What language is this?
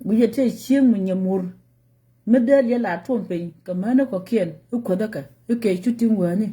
Nuer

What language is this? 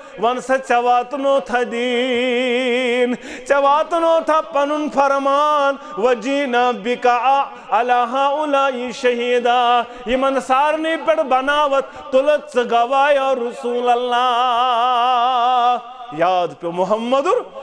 Kashmiri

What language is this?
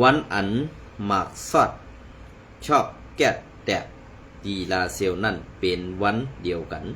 Shan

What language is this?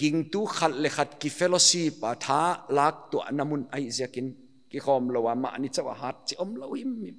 Paite Chin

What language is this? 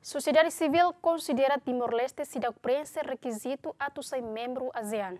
Tetum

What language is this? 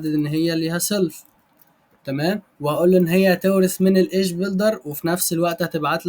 Egyptian Arabic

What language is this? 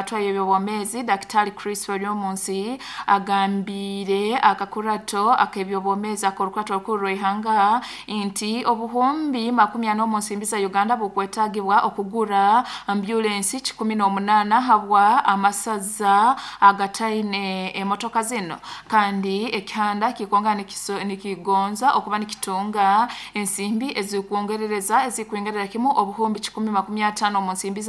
Nyoro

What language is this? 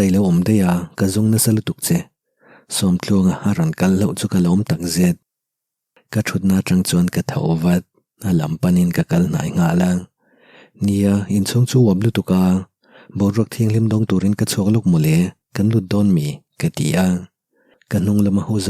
Mizo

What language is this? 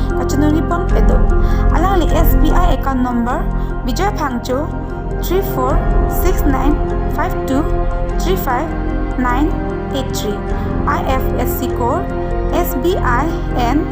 Karbi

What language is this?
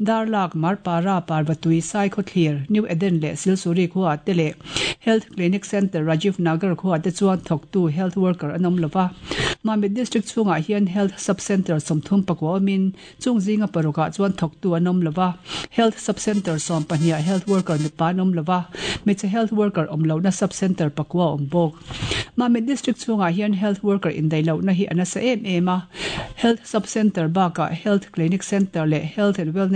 Mizo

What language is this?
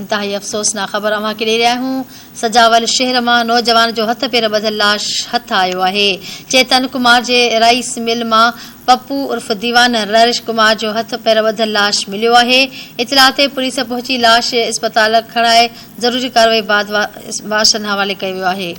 Sindhi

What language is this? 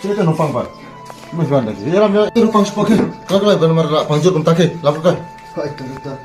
Khasi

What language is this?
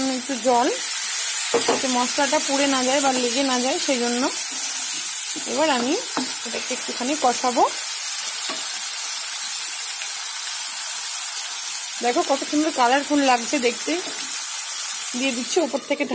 Bangla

